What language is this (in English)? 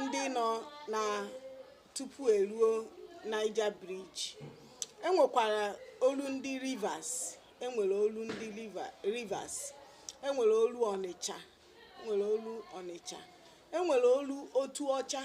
Igbo